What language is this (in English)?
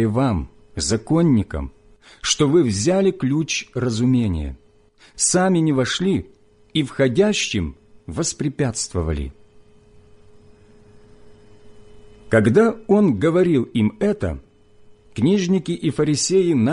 Russian